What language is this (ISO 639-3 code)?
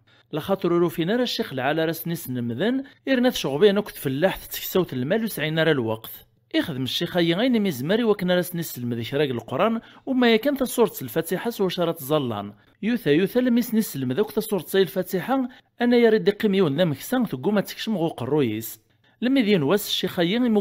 kab